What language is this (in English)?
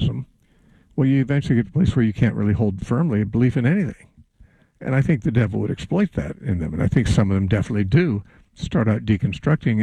English